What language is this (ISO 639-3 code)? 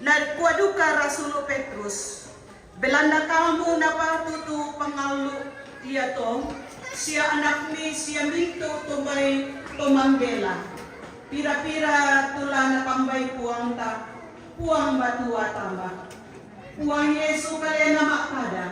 sda